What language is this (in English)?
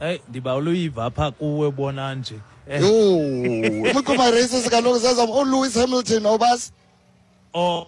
Xhosa